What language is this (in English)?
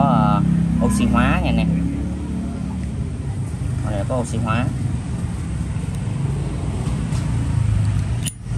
Vietnamese